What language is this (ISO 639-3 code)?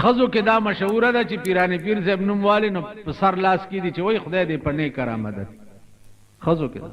pus